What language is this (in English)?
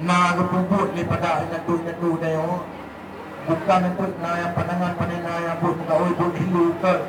Achinese